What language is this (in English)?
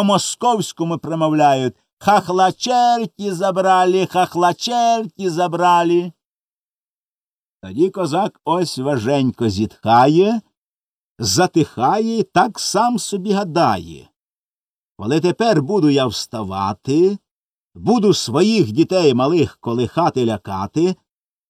Ukrainian